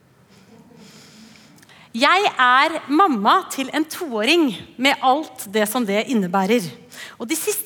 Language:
Norwegian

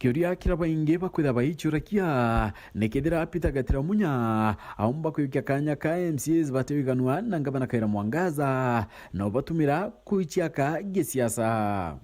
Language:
Meru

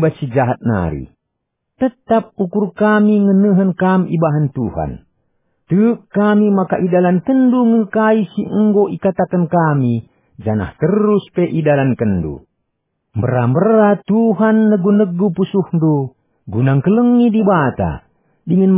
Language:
Batak Karo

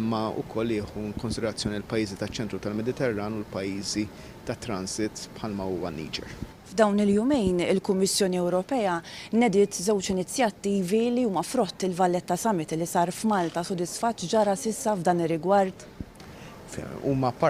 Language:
Maltese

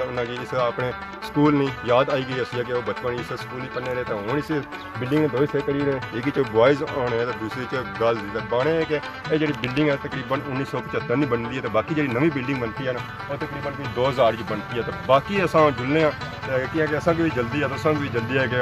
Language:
Pahari-Potwari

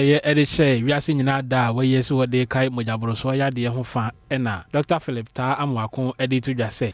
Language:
Akan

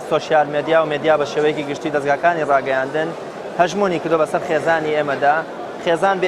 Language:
Central Kurdish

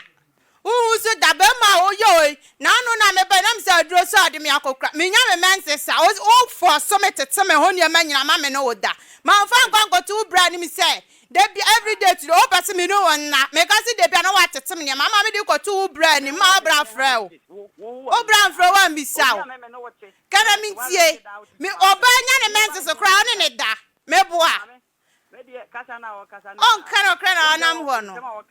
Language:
Akan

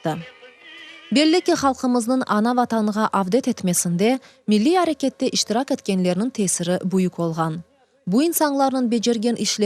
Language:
Crimean Tatar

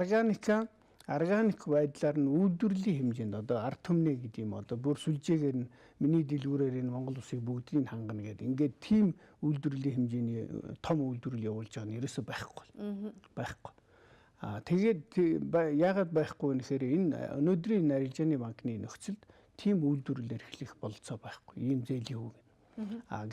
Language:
Mongolian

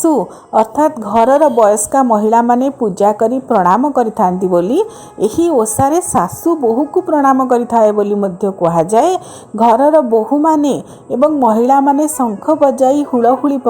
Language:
Odia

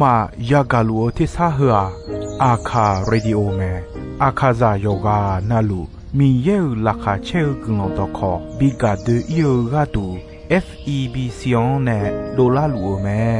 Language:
Akha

